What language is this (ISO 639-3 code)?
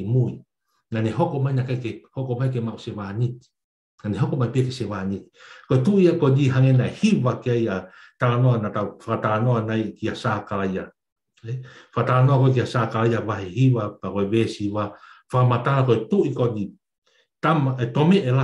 ton